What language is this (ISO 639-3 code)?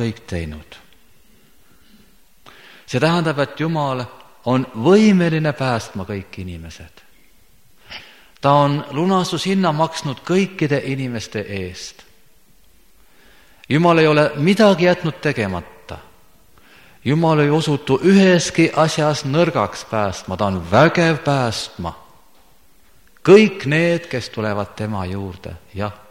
est